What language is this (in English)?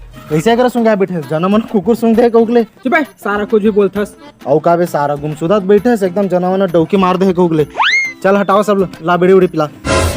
Chhattisgarhi